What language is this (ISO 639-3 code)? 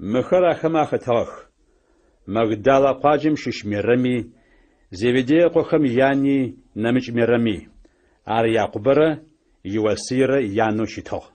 ady